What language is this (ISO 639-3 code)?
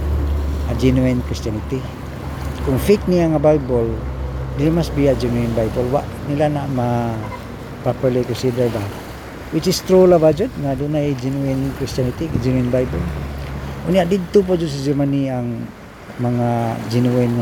ceb